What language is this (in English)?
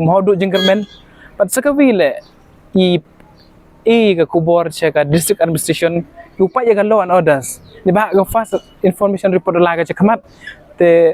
Pnar